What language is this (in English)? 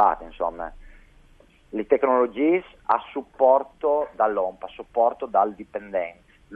Friulian